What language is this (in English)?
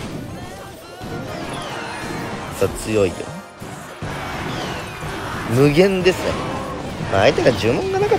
Japanese